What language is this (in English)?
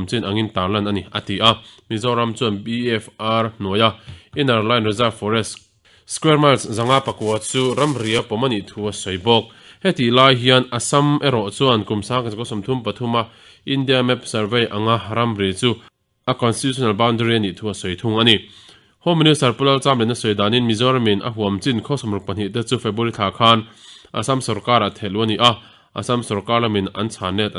Mizo